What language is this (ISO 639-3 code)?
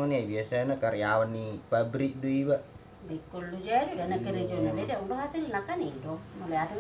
bbc